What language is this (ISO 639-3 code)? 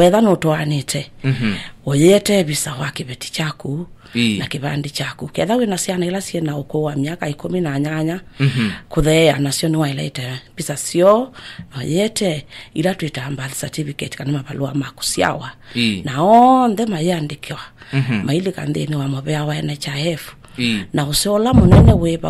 kam